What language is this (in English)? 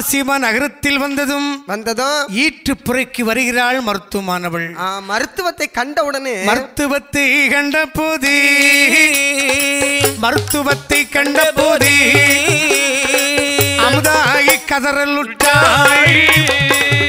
Tamil